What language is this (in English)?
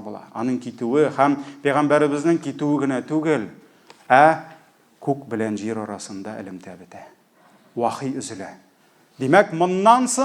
Tatar